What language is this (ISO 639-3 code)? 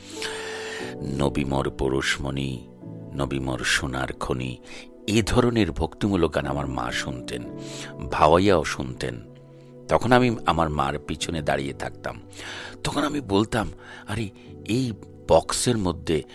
ben